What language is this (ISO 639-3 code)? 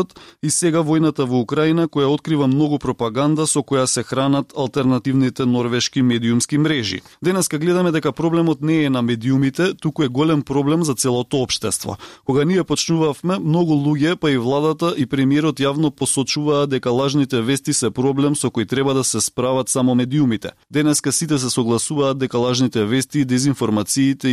mkd